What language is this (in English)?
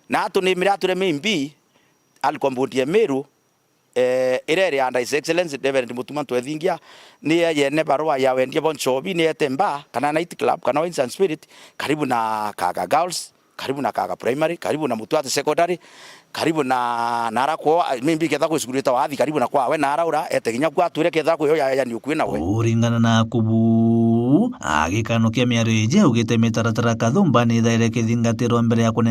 Meru